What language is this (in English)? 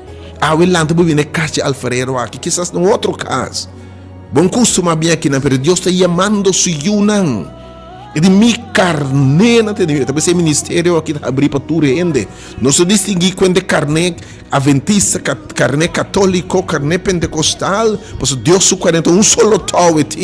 Papiamento